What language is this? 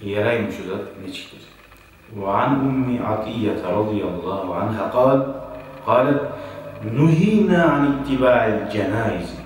Kumyk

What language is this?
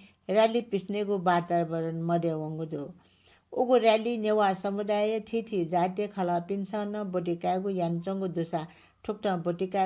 Newari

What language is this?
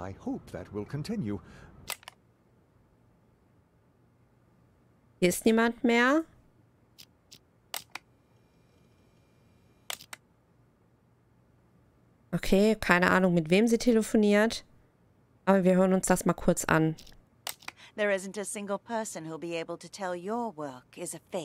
German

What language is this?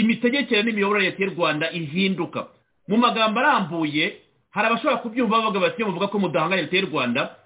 Kinyarwanda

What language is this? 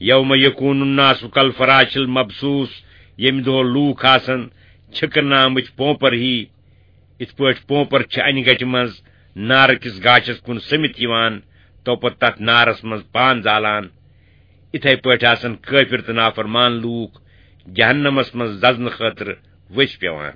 Kashmiri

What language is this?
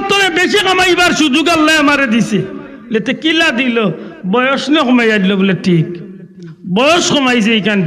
Sylheti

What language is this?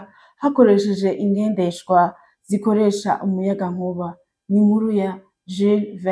Rundi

